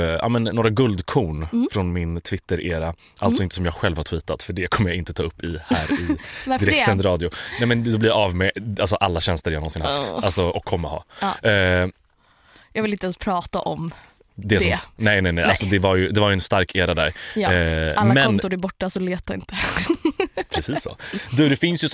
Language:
Swedish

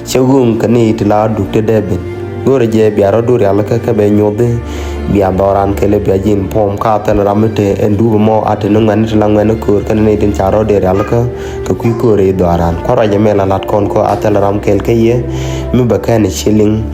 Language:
Nuer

